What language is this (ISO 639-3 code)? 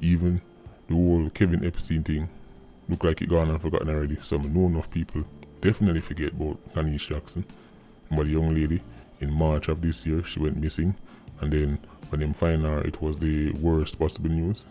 jam